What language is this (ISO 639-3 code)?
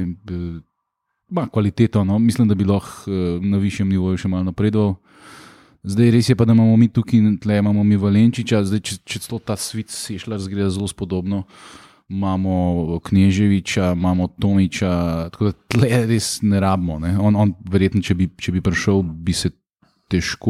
slv